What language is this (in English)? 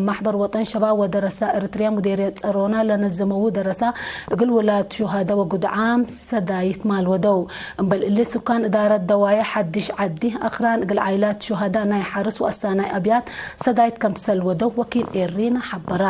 Tigre